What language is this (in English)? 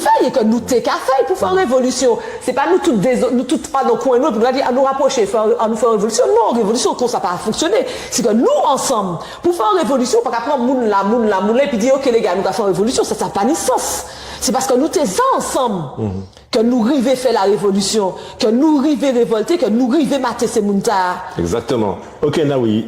Guadeloupean Creole French